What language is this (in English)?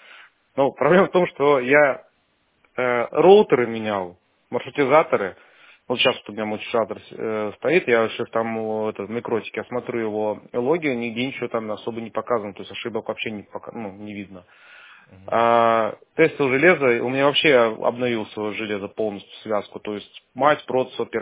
Russian